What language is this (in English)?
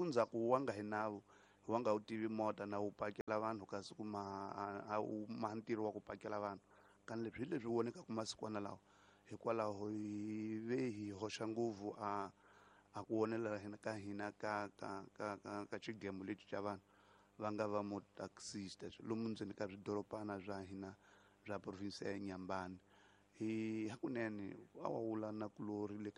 Tsonga